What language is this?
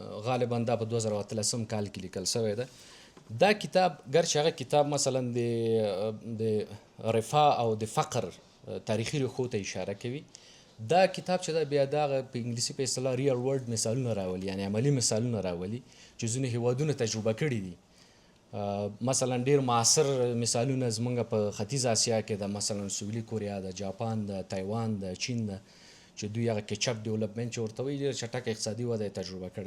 Pashto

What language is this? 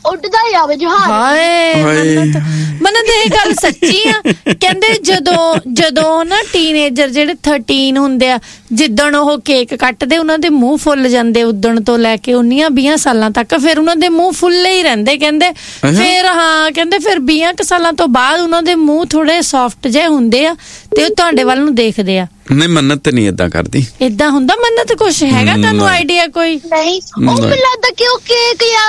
Punjabi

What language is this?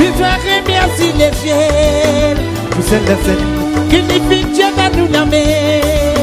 Réunion Creole French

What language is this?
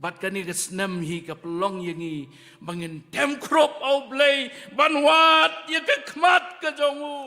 Khasi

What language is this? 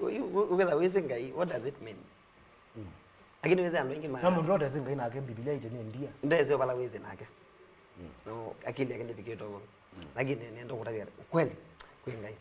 Kamba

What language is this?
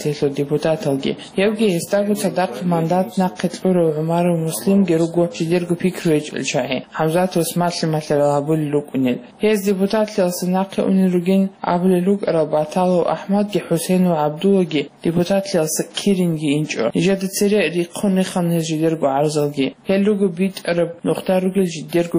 Avaric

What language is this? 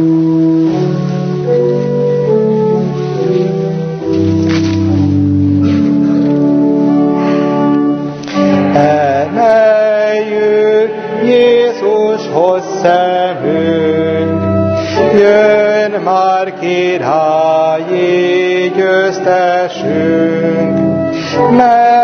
Hungarian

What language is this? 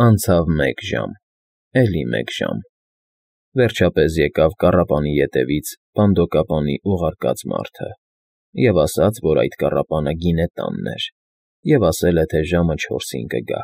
Armenian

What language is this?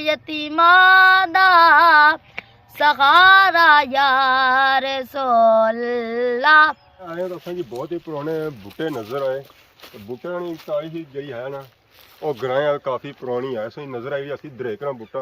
Pahari-Potwari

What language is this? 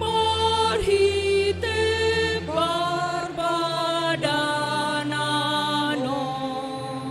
Batak Toba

